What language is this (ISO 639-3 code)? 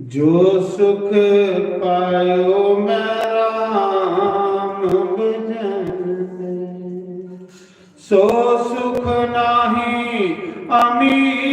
doi